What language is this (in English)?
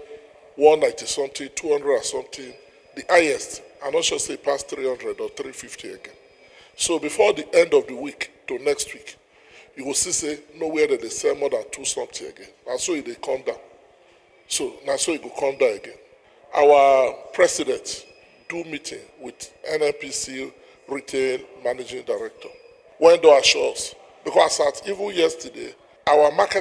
Nigerian Pidgin